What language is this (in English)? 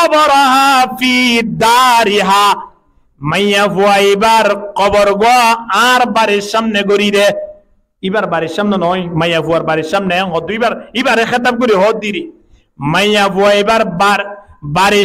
Rohingya